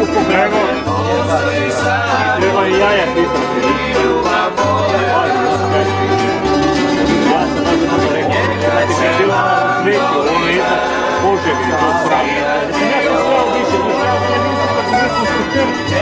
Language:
Croatian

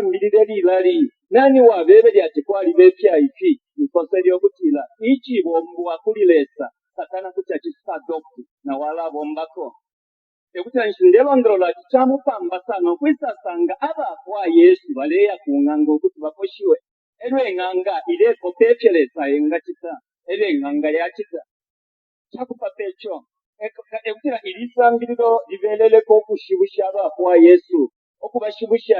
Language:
Bemba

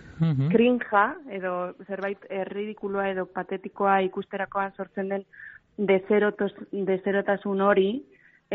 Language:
Basque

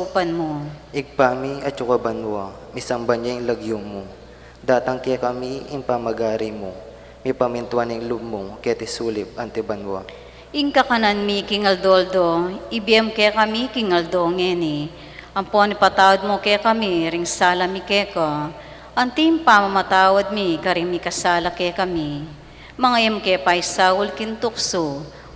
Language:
Pampanga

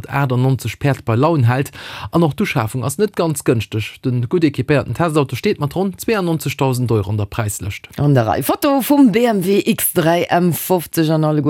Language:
Luxembourgish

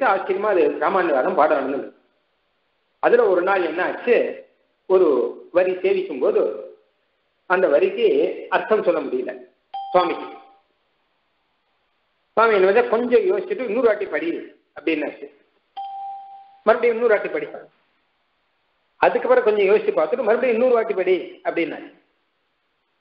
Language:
Tamil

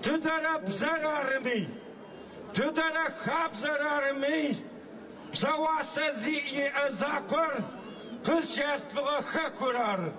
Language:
Adyghe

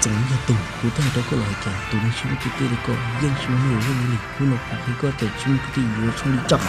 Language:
Hmong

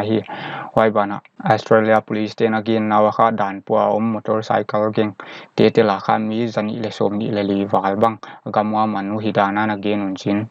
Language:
Paite Chin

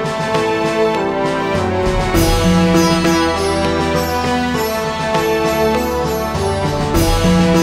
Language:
Kannada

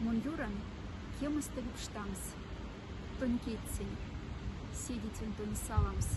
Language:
Moksha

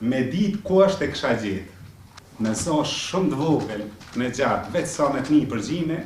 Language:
Albanian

